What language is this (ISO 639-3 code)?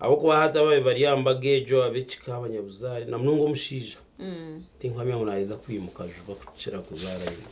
nyn